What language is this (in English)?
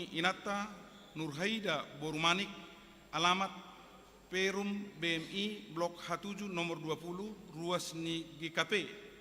Batak Toba